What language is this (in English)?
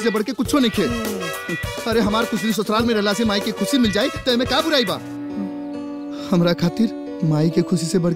Bhojpuri